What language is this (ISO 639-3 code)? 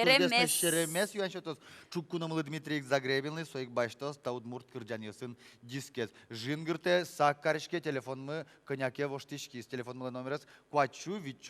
udm